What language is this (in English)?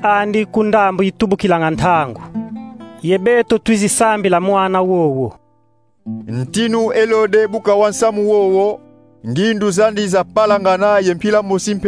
Kongo